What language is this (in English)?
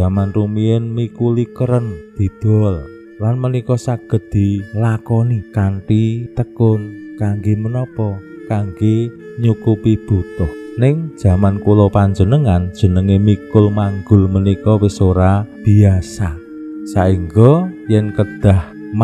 Javanese